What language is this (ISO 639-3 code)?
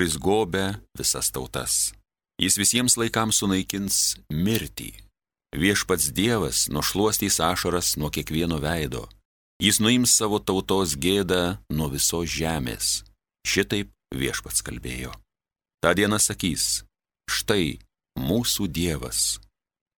lit